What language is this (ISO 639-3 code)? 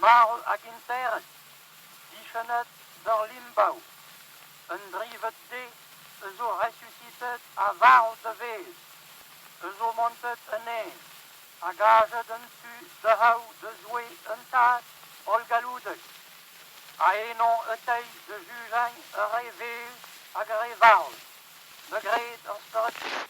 bre